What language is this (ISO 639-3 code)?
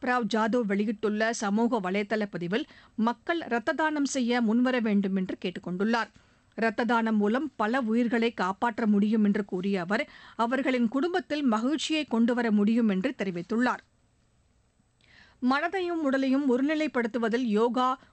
tam